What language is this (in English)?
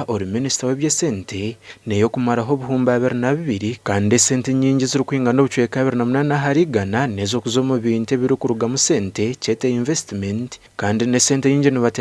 Nyankole